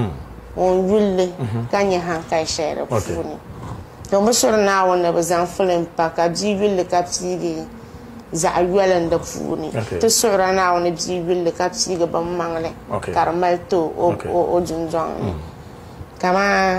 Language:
Dagbani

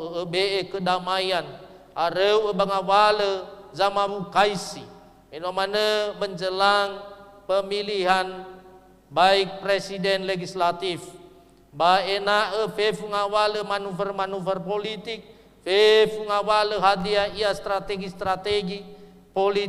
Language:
Nias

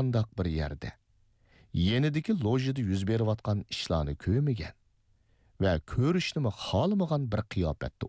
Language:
Uyghur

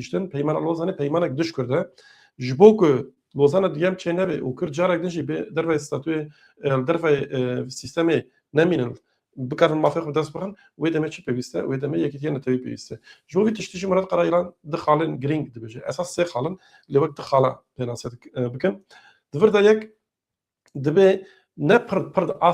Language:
Kurdish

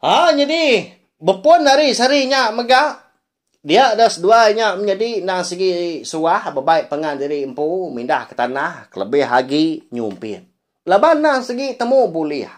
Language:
Iban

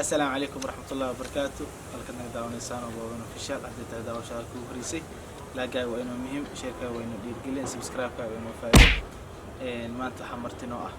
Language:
Somali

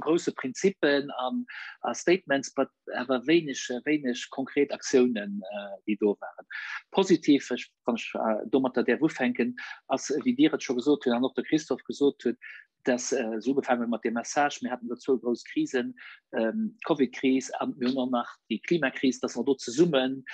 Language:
Luxembourgish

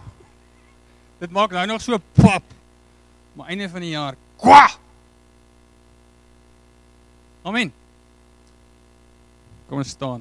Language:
Afrikaans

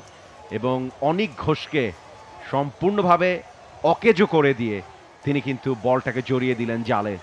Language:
Bangla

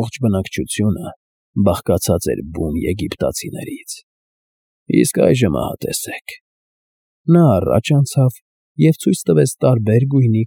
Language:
Armenian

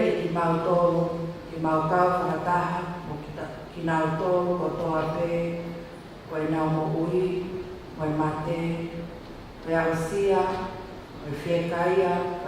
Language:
Tongan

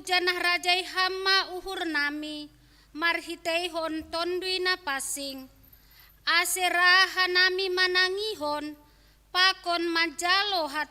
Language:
Batak Simalungun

